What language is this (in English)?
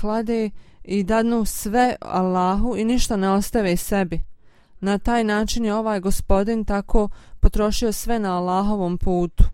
Bosnian